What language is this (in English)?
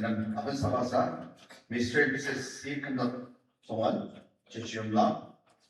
Ao Naga